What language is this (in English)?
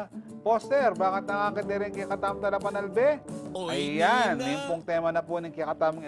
Pampanga